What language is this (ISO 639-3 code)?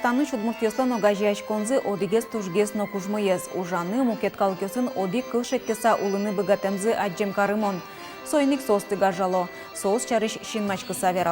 udm